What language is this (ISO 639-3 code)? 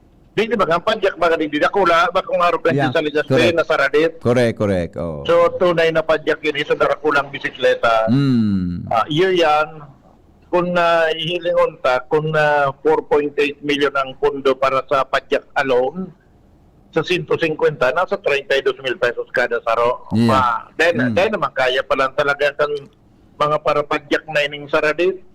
bik